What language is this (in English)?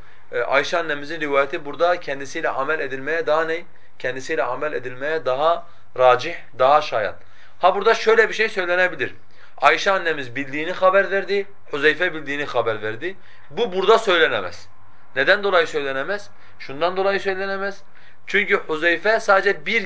Turkish